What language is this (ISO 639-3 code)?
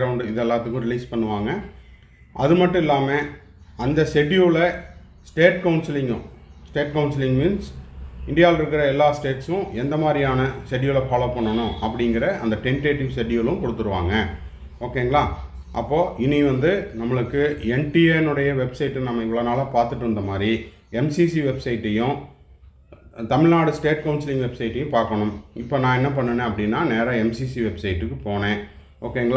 tam